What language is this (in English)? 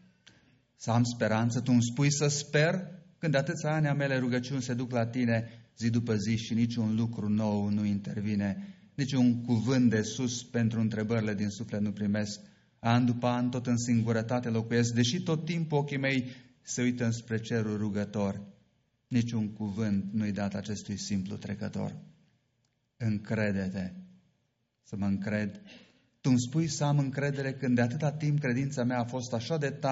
Romanian